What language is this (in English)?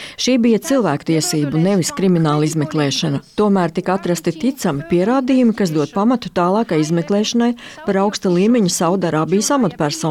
Latvian